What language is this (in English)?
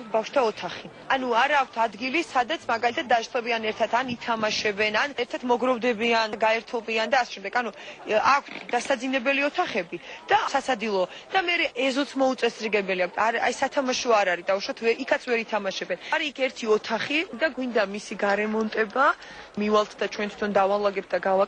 Georgian